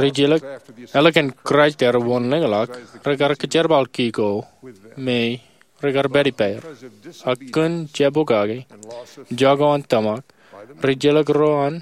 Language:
Marshallese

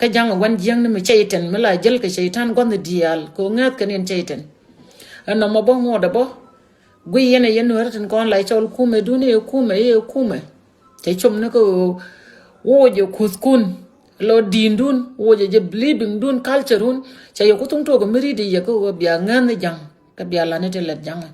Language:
Nuer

